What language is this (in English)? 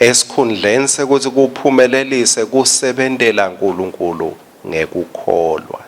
Swati